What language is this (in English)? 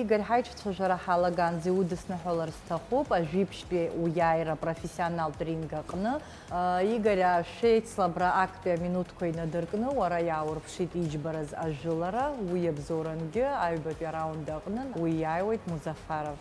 Abkhazian